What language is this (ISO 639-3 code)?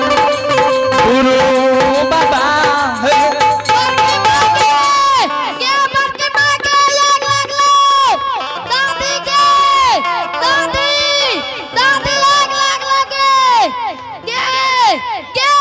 anp